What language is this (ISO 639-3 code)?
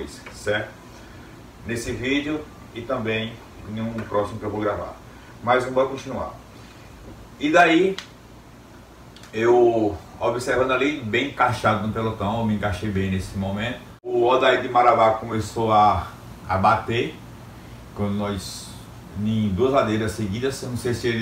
por